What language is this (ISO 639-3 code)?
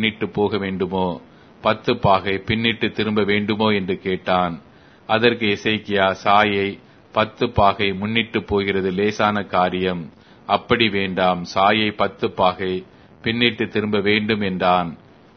tam